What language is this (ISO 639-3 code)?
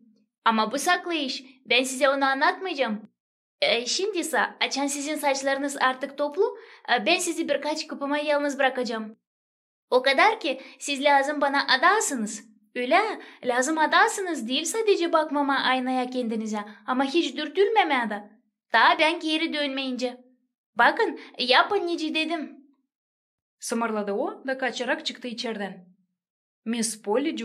gag